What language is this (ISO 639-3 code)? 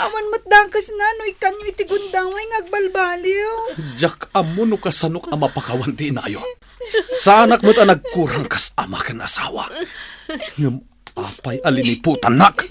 ilo